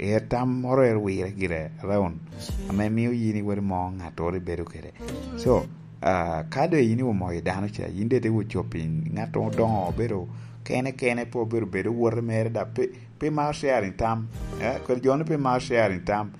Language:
Lango (Uganda)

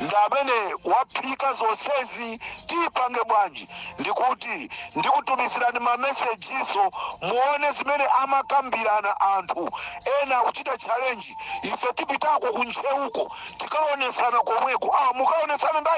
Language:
Nyanja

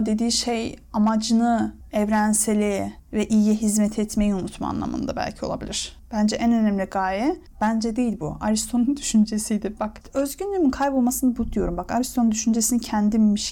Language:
Turkish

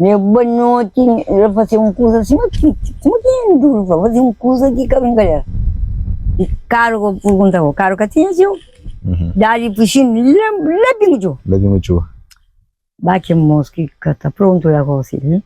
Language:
Kabuverdianu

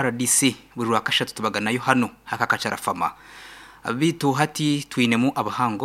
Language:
Nyankole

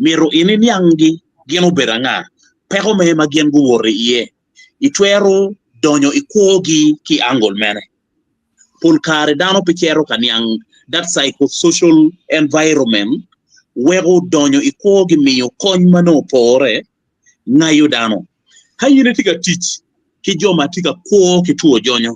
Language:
Acoli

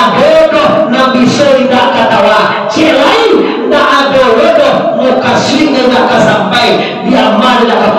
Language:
Minangkabau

